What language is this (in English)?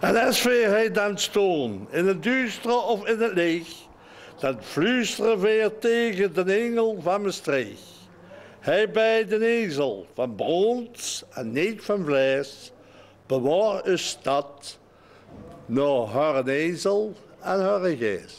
Limburgish